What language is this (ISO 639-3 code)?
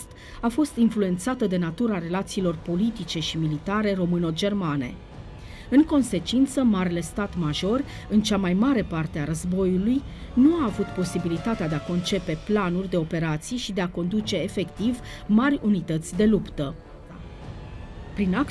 ron